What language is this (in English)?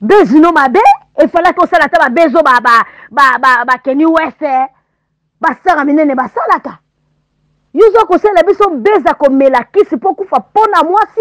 Lingala